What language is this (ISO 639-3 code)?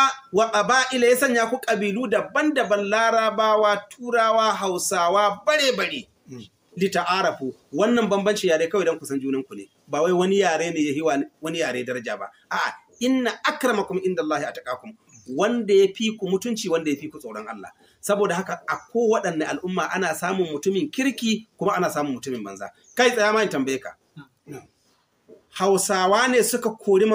hau